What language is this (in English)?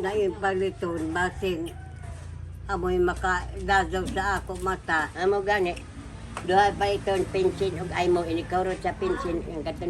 Cebuano